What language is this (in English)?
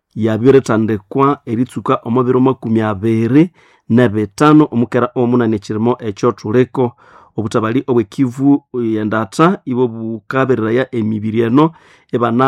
Nande